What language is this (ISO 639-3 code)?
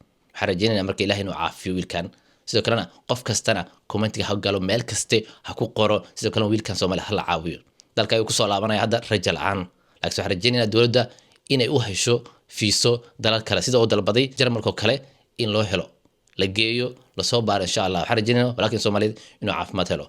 som